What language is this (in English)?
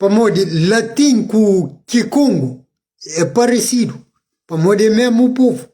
Kabuverdianu